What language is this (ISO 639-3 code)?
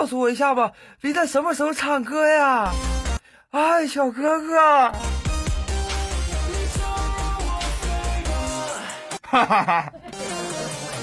zho